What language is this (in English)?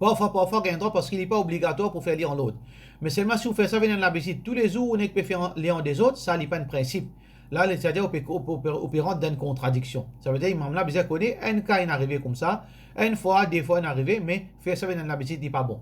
Morisyen